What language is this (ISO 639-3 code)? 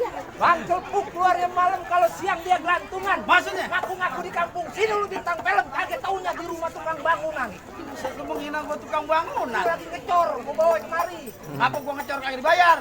bew